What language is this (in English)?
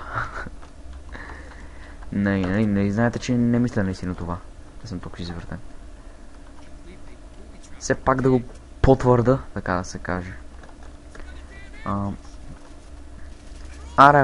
Bulgarian